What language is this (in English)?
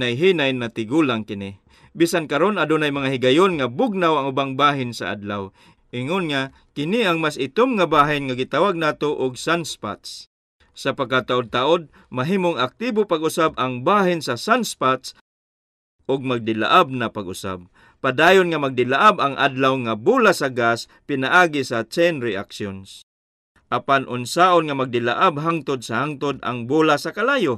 Cebuano